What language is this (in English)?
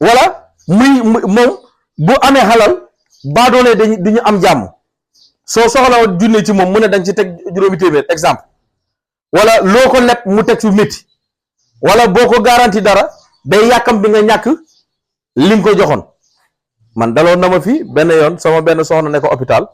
Wolof